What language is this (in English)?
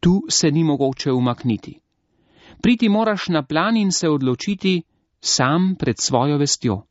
Slovenian